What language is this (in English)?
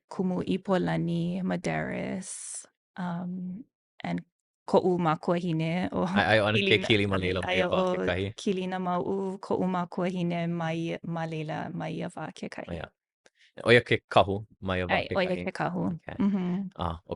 Hawaiian